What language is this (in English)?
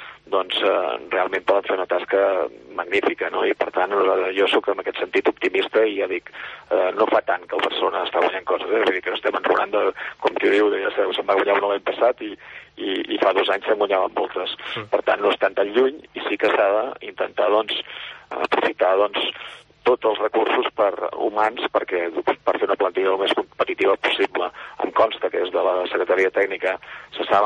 Catalan